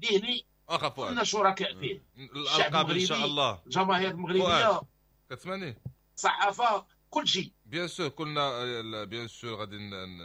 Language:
Moroccan Arabic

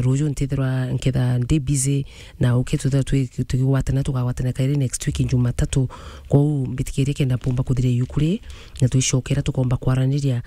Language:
Meru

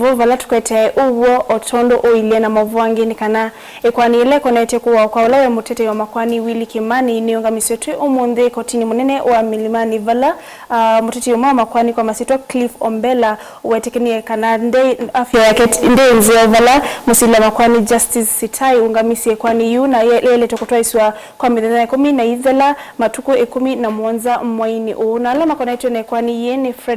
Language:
Kamba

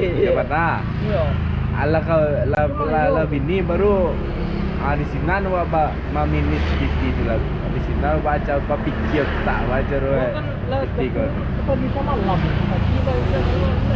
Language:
Minangkabau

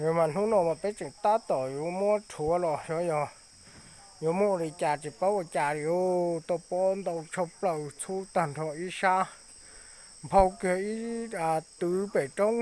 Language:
Hmong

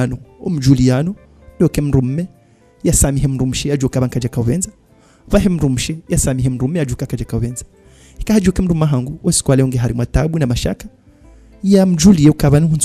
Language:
Swahili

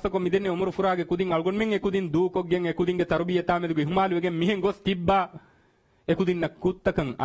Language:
Divehi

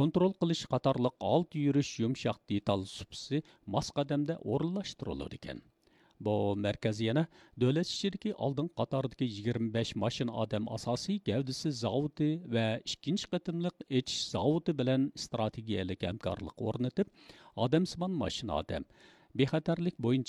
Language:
Uyghur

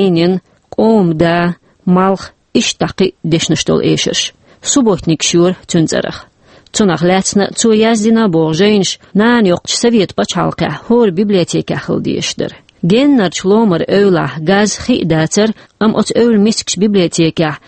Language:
Chechen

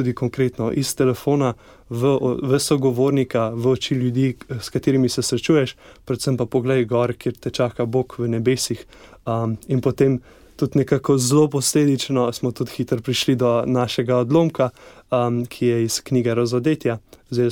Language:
Slovenian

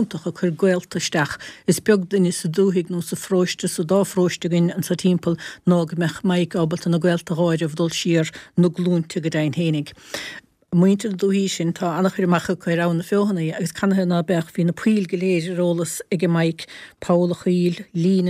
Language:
Irish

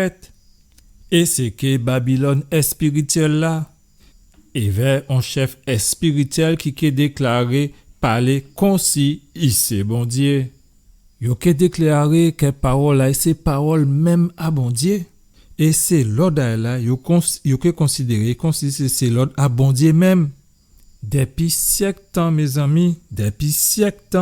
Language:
Guadeloupean Creole French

